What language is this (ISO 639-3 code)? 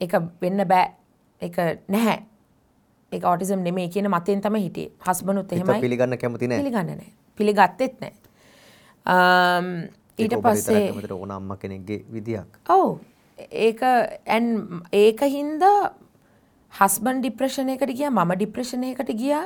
sin